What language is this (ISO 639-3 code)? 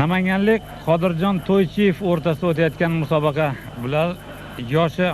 uzb